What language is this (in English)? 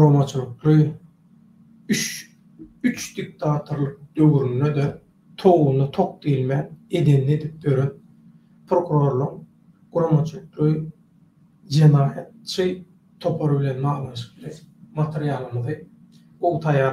Turkmen